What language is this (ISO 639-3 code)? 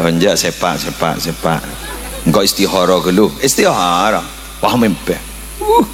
mad